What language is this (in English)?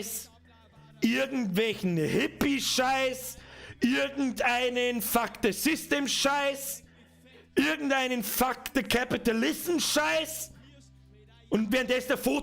Bavarian